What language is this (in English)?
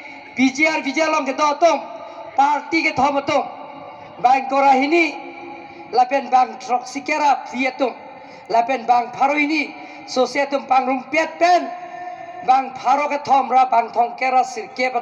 Karbi